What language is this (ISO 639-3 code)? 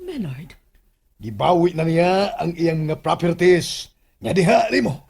ceb